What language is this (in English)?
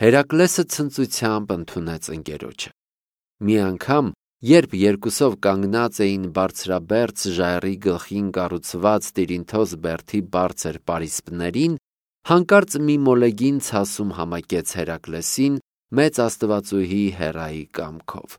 Armenian